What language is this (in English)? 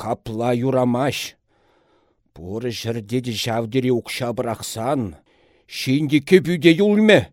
Chuvash